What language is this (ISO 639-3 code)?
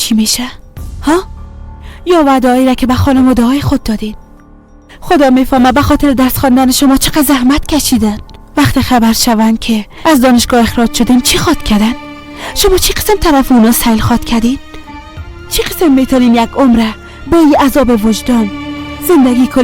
fas